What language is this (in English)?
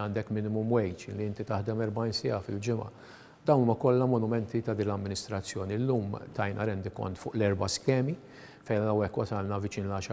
Maltese